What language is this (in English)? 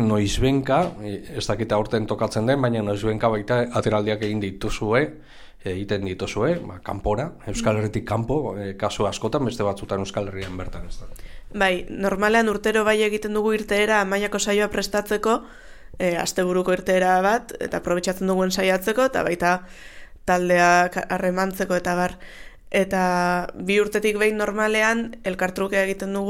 Basque